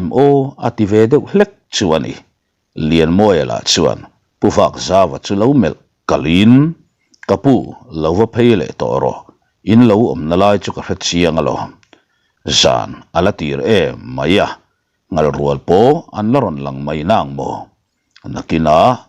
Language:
Mizo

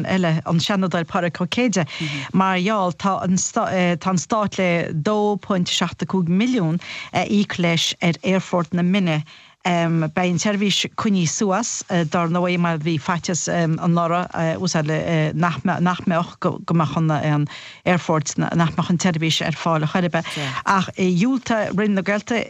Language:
Irish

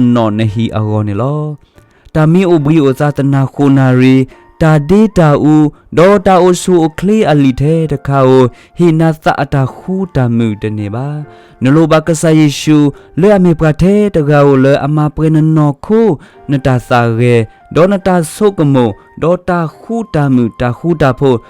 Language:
S'gaw Karen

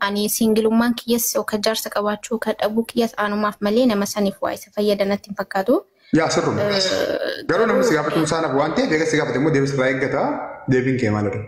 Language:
Oromo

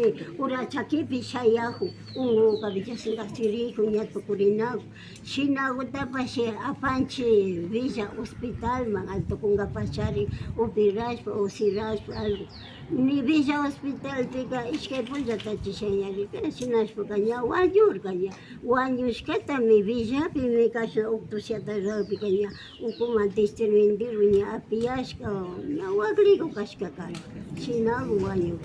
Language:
Imbabura Highland Quichua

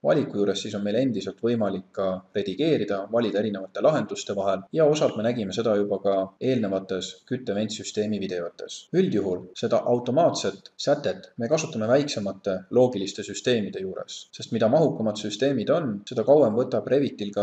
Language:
Estonian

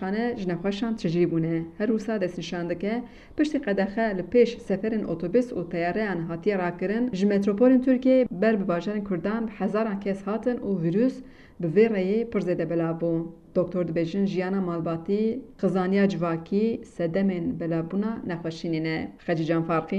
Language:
Kurdish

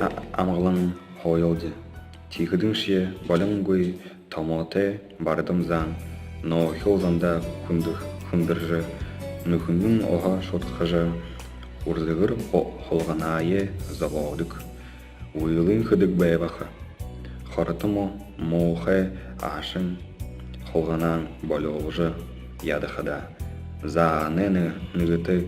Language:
Buriat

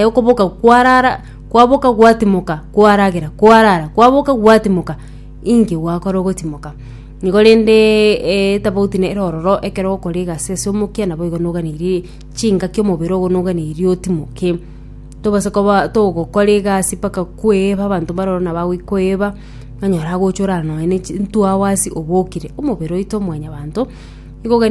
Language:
Gusii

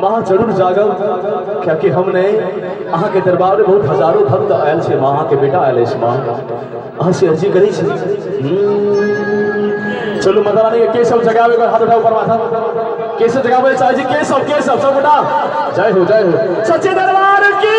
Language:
Maithili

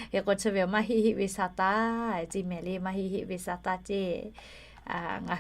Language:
Lahu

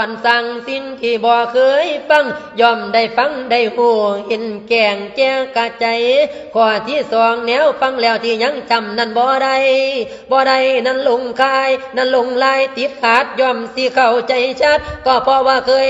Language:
Lao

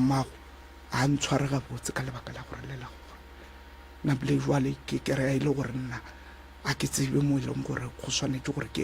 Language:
Northern Sotho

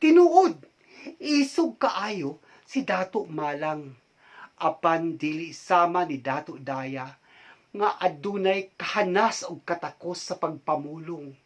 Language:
Cebuano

